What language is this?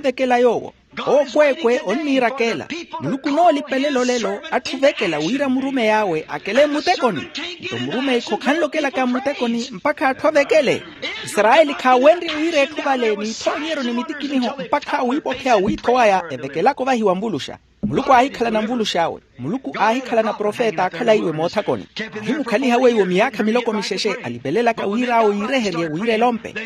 Makhuwa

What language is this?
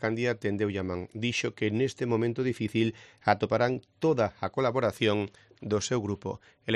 Galician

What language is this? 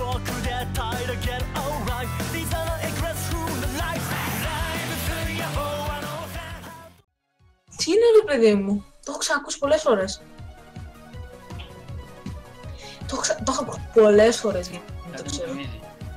Greek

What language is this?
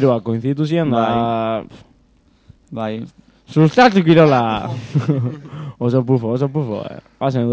Basque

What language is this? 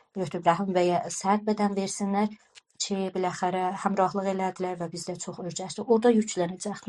South Azerbaijani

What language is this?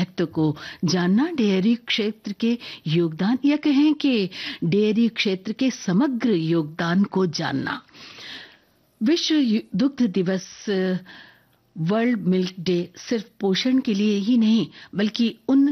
Hindi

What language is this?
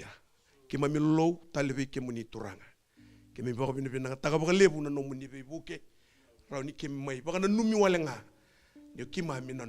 Fijian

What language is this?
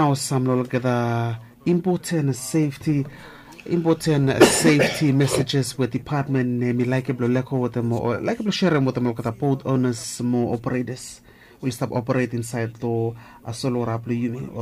Bislama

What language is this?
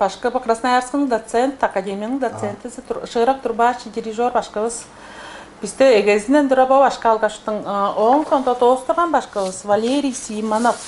Tuvinian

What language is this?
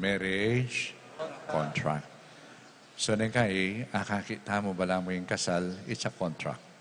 Pampanga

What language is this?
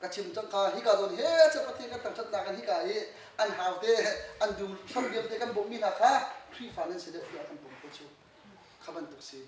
Hakha Chin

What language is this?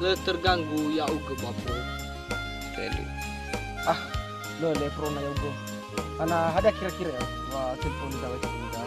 Nias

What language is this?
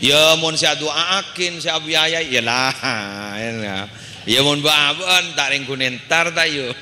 Madurese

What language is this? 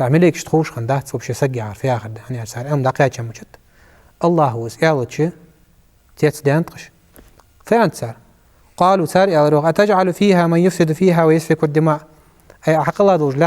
Ingush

